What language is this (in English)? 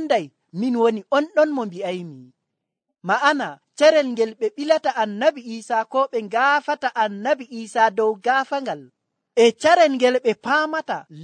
Nigerian Fulfulde